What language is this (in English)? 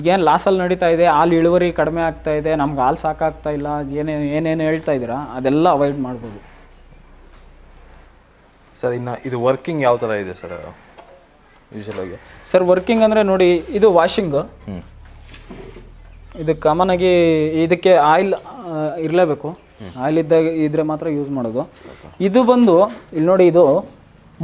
Kannada